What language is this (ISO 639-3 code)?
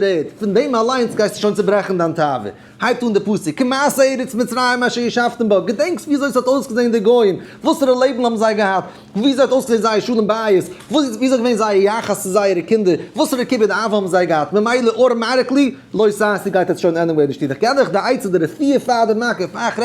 yid